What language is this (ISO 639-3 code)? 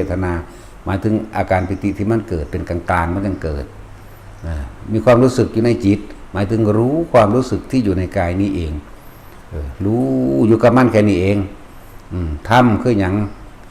tts